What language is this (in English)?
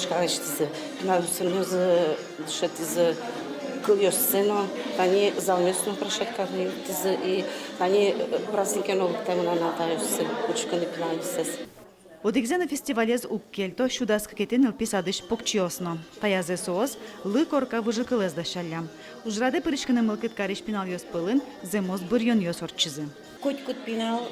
Udmurt